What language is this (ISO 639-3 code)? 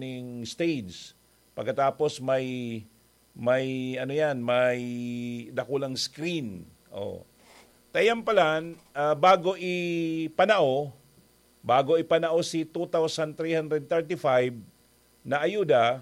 bik